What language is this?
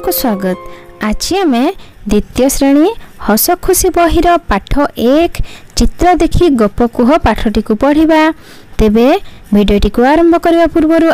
Odia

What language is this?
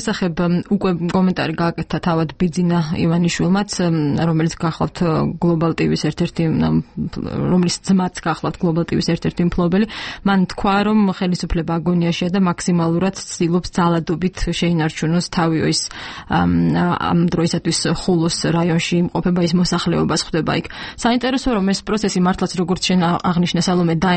Georgian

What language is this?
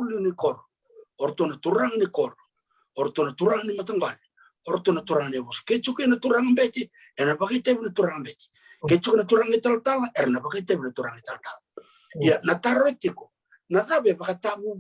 Fijian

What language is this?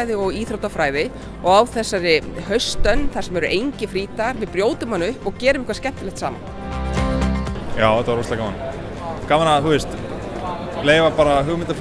Icelandic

